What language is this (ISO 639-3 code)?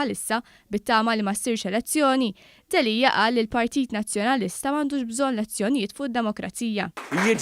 mlt